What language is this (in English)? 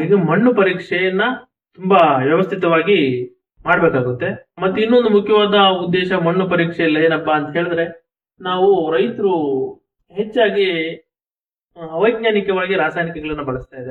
Kannada